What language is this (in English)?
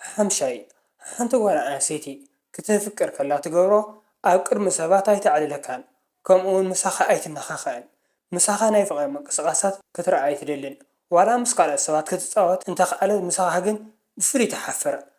Tigrinya